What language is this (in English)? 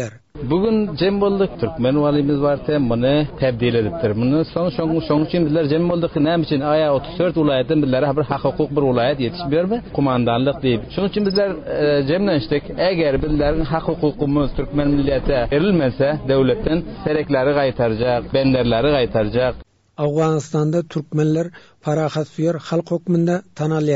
Turkmen